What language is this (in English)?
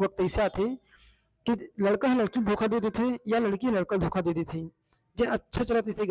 Chhattisgarhi